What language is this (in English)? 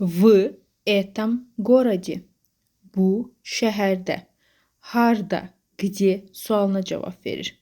Azerbaijani